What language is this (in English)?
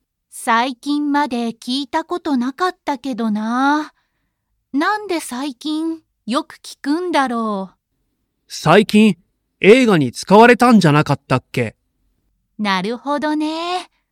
Japanese